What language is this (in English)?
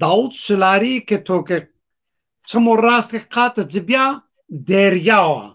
Zaza